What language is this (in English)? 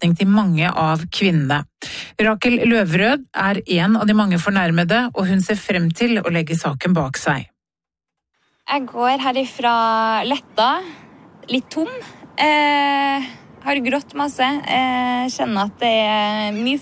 Norwegian